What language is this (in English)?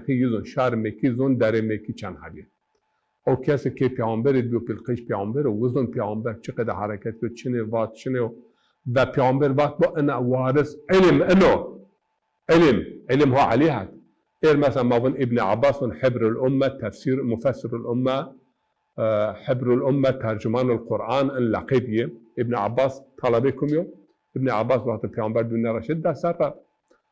Zaza